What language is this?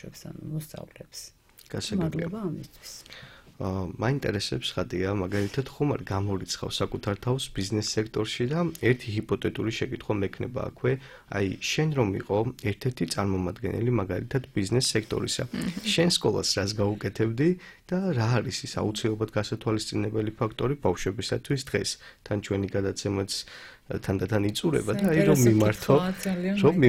Georgian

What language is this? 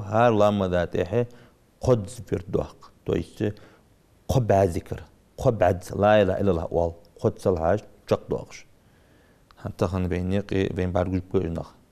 Ingush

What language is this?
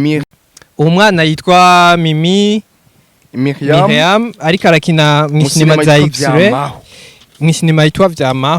Rundi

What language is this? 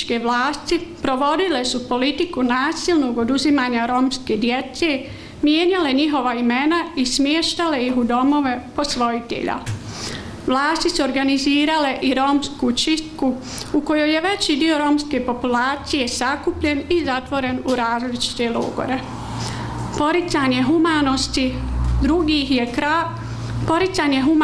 Bosnian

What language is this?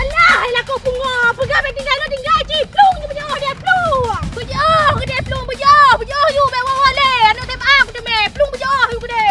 Achinese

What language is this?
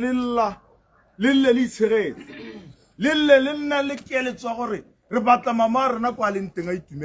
Tswana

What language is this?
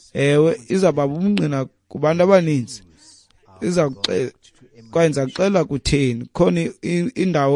Xhosa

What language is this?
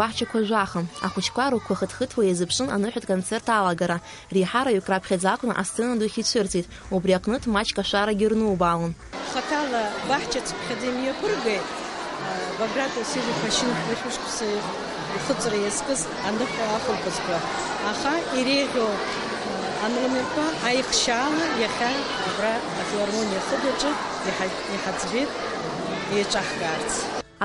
Abkhazian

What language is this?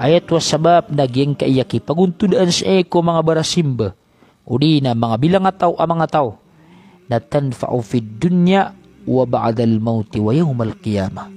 Maranao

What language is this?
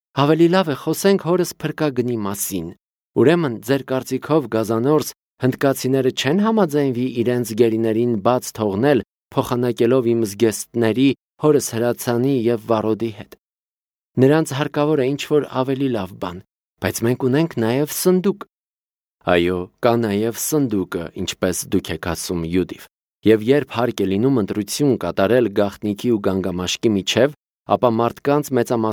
Armenian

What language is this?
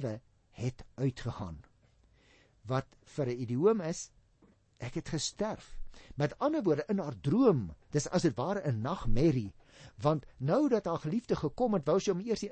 Afrikaans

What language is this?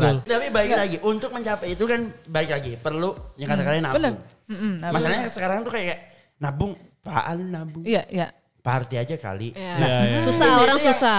Indonesian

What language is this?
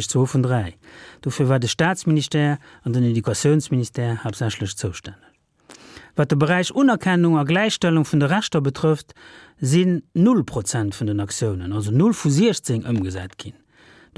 Luxembourgish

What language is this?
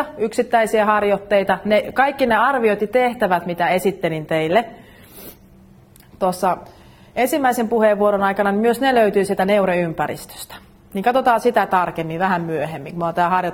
Finnish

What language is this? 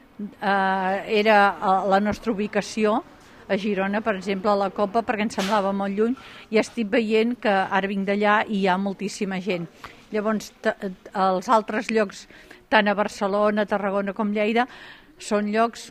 Catalan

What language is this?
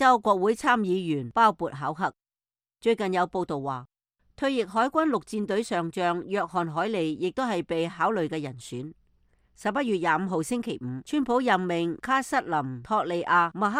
Cantonese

